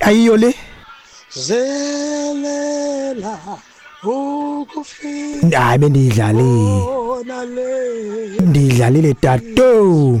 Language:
Xhosa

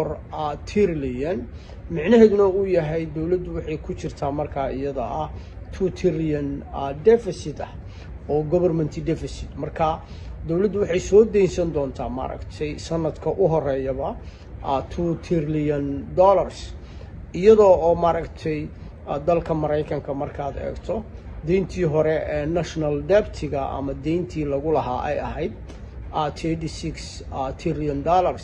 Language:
Somali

